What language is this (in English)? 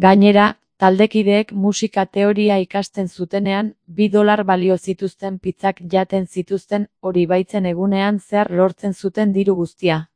Basque